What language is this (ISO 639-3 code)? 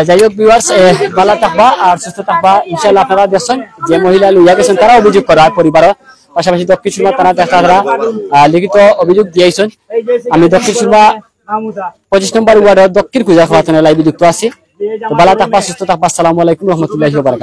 syl